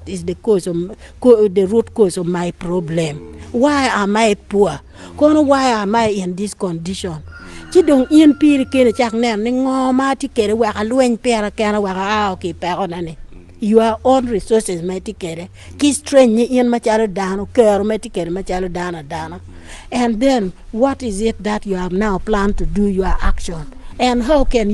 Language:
Acoli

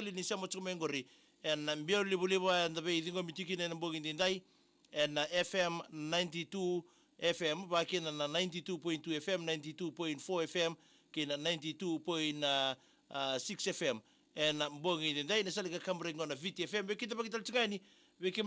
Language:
Fijian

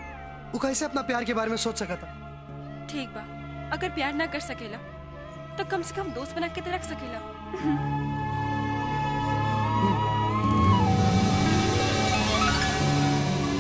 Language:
Bhojpuri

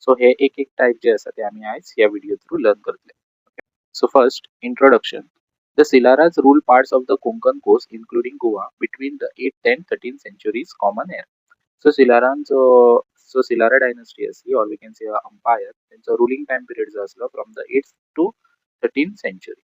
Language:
Konkani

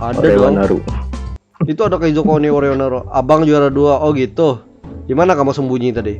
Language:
Banjar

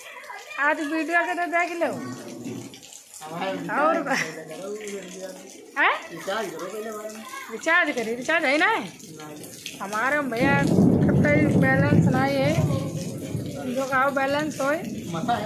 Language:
Hindi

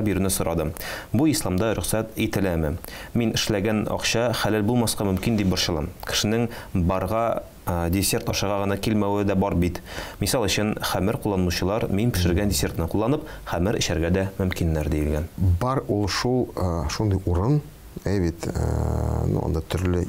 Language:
Tatar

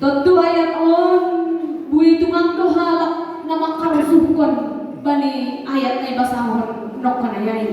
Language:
Batak Simalungun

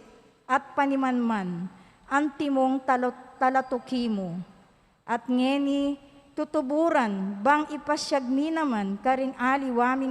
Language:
Pampanga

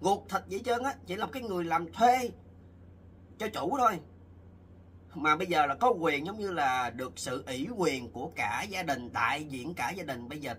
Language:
Vietnamese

